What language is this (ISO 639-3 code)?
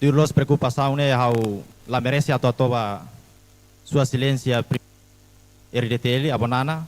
tet